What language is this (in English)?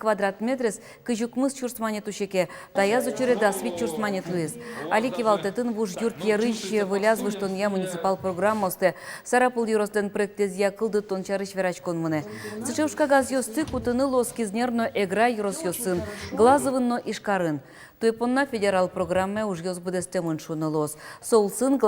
Udmurt